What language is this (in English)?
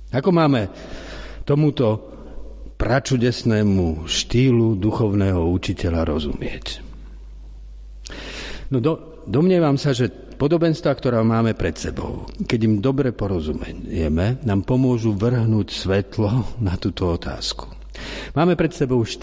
Slovak